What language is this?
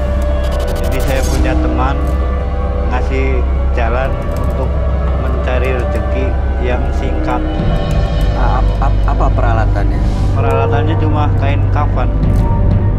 Indonesian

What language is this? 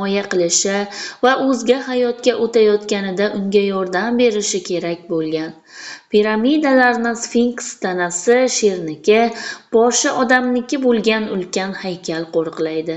Uzbek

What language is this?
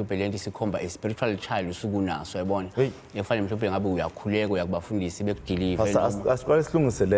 Zulu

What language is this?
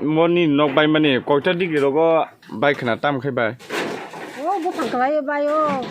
Kok Borok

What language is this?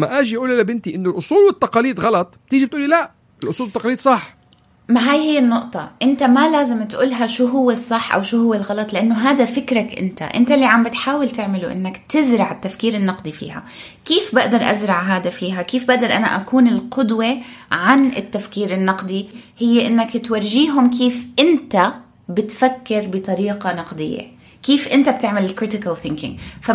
North Levantine Arabic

